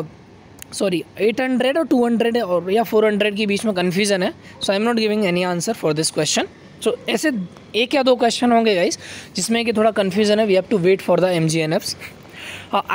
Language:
Hindi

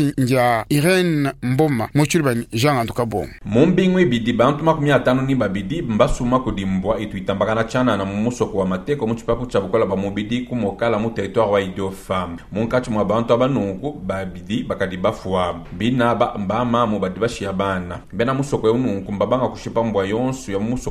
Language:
Luba-Lulua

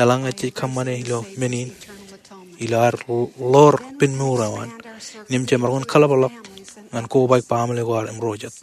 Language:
Marshallese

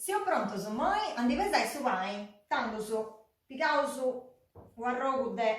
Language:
Sardinian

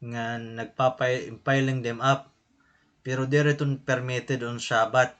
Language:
Waray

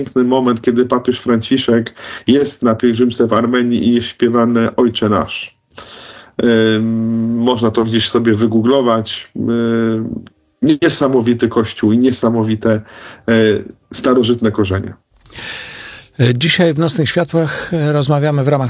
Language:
Polish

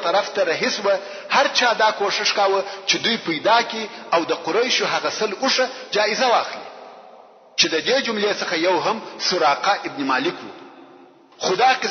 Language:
Pashto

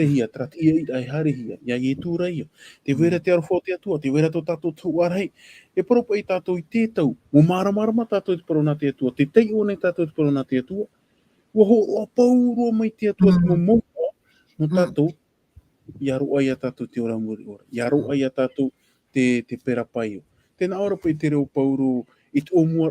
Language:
Tahitian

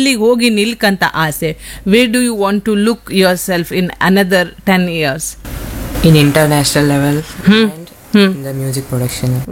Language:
Kannada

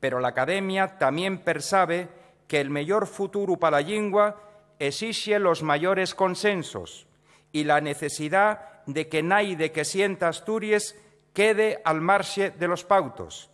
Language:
Asturian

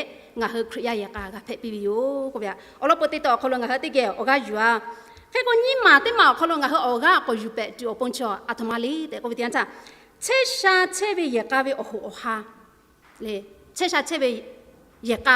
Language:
Lahu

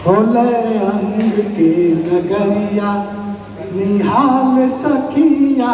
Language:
Angika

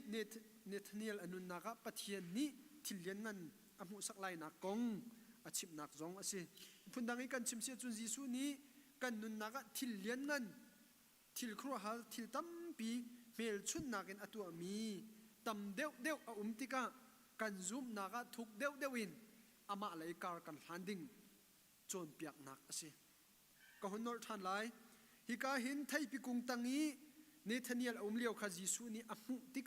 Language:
Hakha Chin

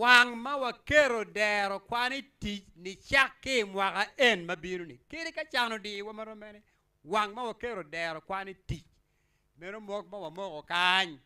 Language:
Acoli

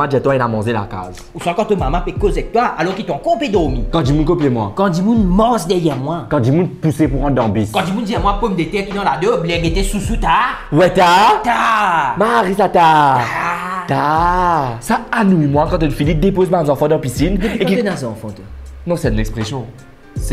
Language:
Morisyen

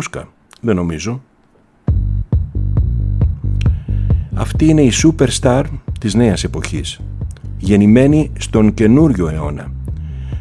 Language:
Greek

